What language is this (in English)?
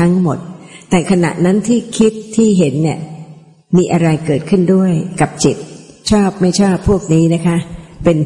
Thai